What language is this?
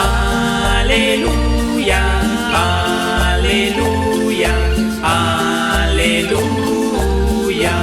Kekchí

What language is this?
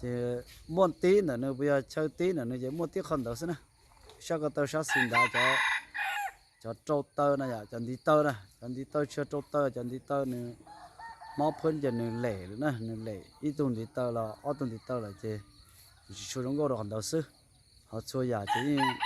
Hmong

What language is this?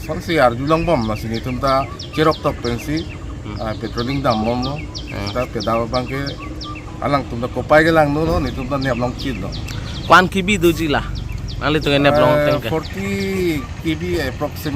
Karbi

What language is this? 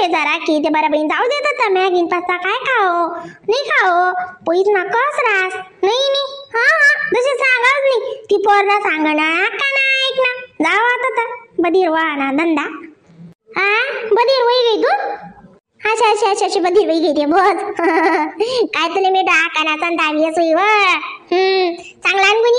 Khandesi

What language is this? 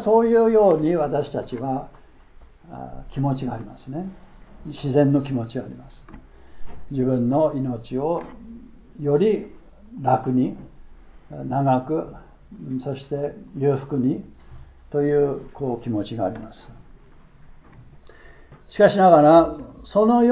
Japanese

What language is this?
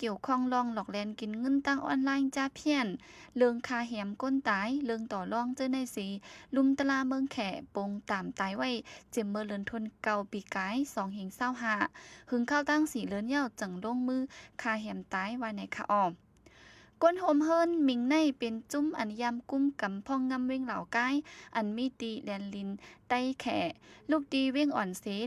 Shan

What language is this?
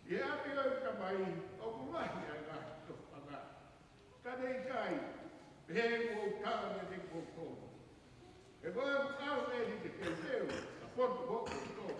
Tongan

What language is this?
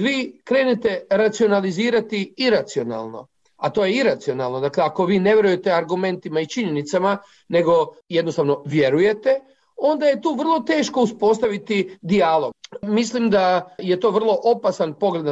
Croatian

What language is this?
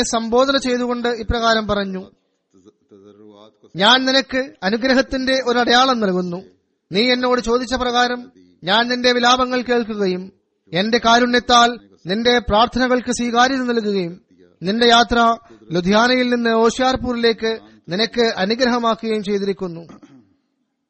Malayalam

